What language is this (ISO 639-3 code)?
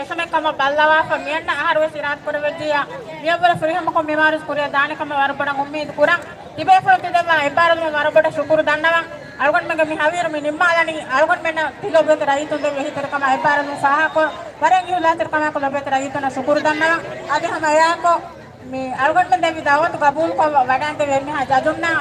div